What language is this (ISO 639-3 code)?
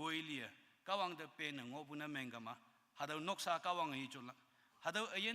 nbe